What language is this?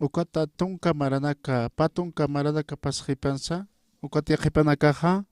Aymara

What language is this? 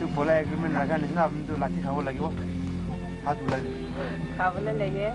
Naga Pidgin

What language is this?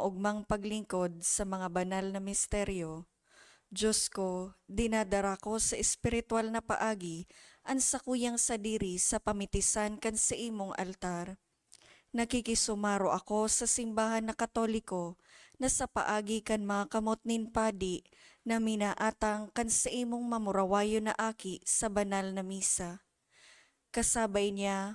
Bikol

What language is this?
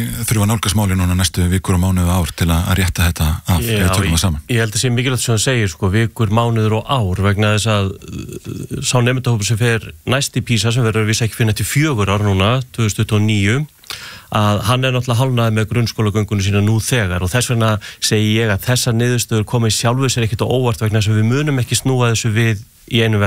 Icelandic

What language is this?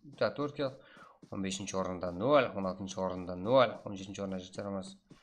Kara-Kalpak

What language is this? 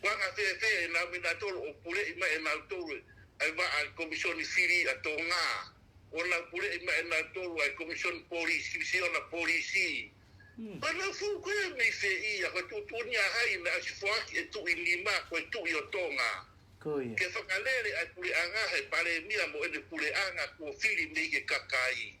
Tongan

